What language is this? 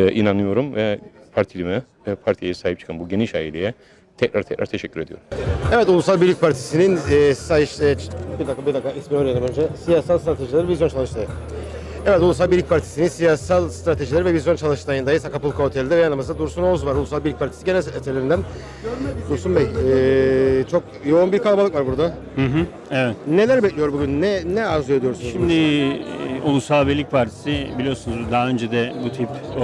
Turkish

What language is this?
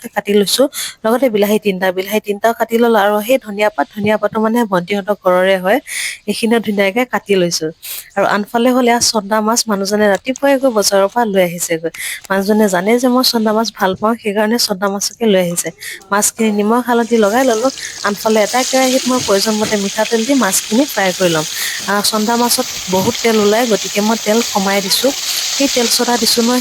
Assamese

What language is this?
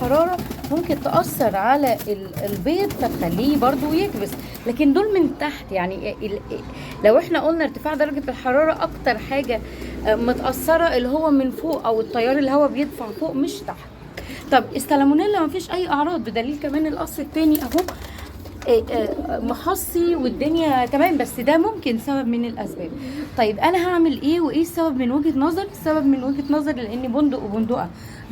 Egyptian Arabic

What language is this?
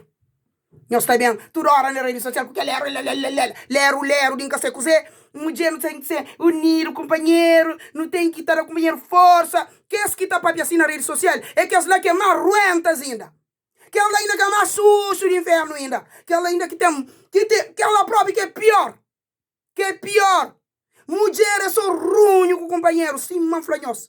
Kabuverdianu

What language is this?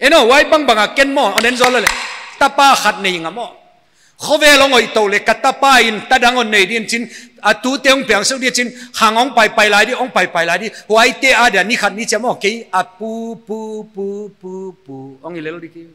Paite Chin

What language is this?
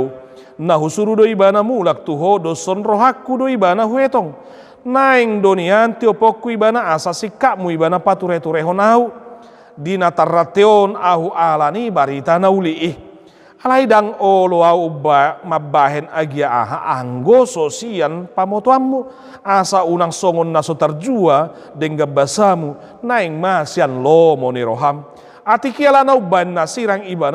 Batak Toba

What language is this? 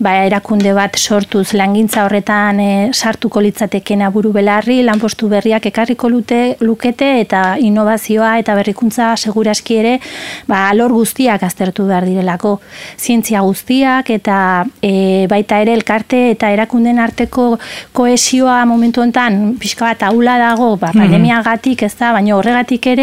Basque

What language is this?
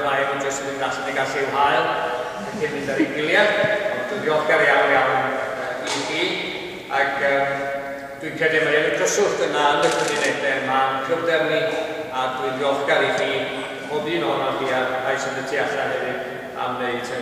Welsh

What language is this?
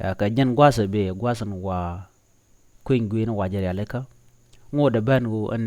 Nuer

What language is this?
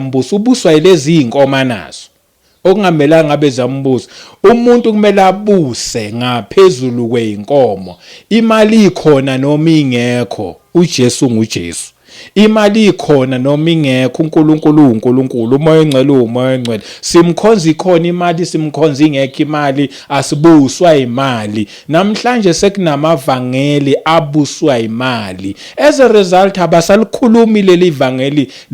Zulu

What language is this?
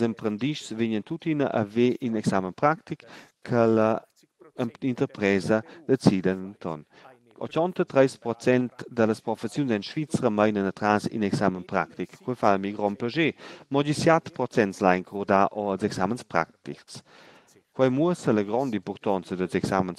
Romansh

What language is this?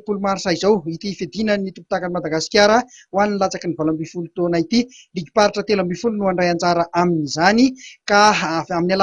Malagasy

